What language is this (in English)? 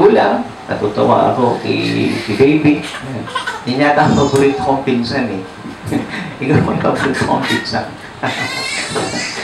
Filipino